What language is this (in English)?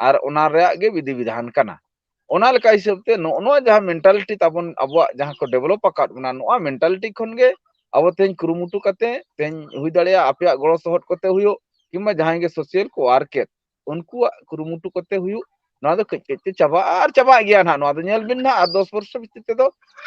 Santali